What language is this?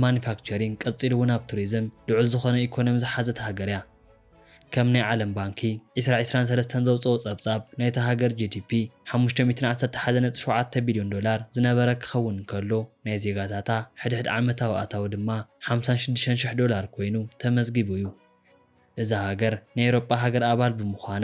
Tigrinya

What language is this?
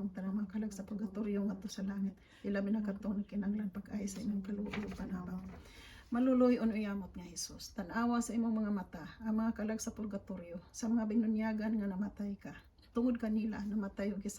Cebuano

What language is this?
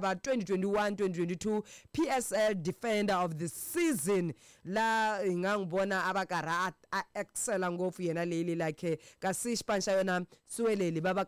Tsonga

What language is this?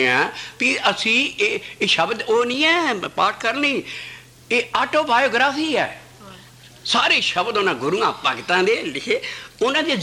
Punjabi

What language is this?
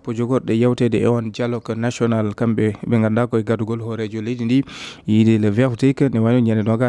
Fula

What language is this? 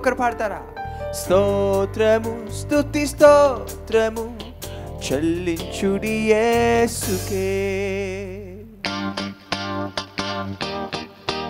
Telugu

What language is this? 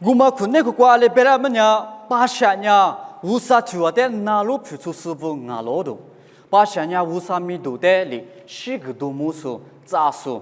Lisu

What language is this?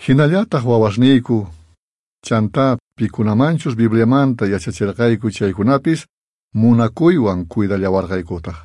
South Bolivian Quechua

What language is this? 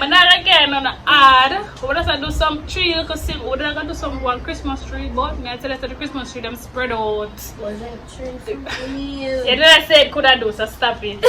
Jamaican Creole English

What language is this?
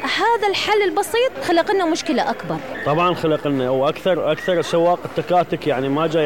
Mesopotamian Arabic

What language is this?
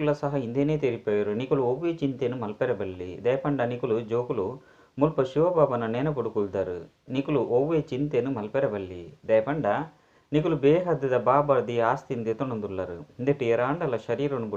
Tulu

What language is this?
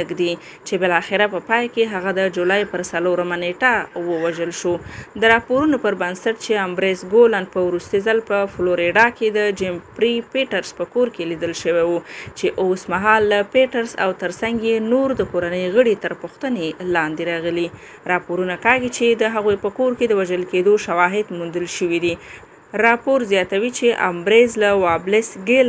Pashto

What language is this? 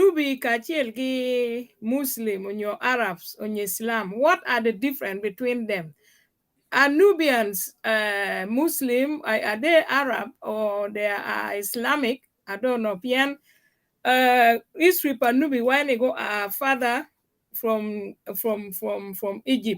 Acoli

